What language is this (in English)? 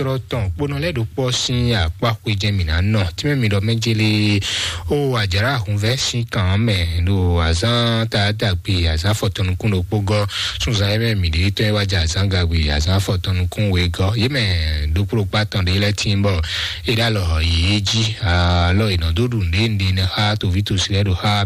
Fon